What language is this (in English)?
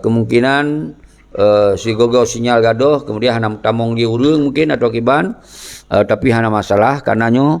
Achinese